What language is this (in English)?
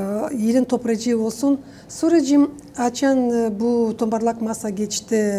Gagauz